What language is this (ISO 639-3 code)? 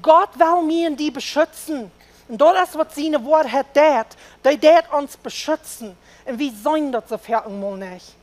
pdt